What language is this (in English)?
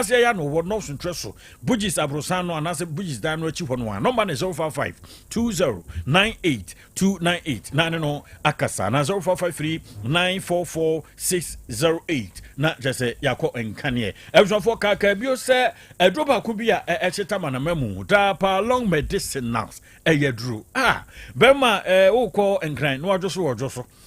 Akan